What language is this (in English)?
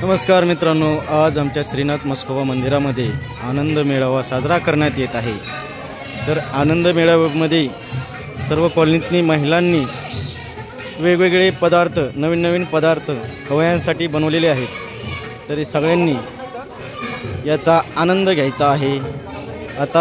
Marathi